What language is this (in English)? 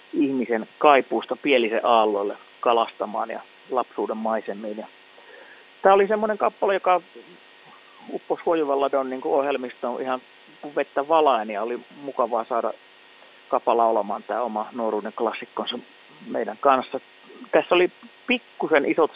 Finnish